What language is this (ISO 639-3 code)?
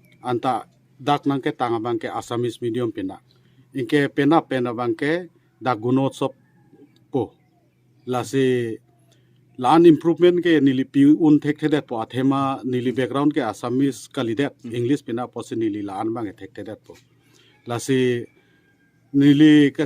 mjw